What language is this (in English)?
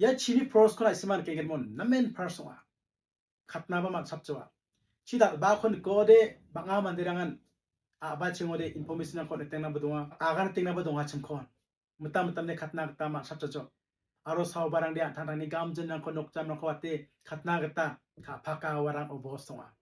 Garo